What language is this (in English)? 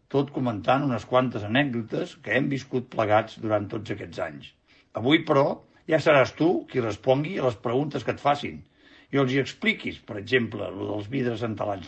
Catalan